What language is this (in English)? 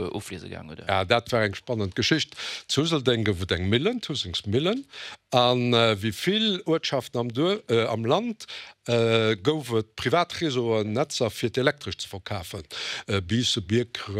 Luxembourgish